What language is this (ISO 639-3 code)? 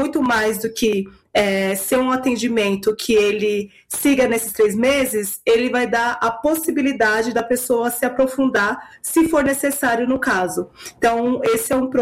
por